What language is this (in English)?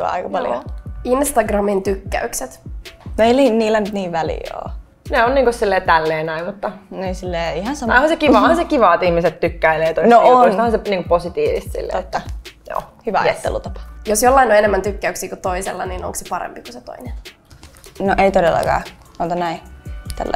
Finnish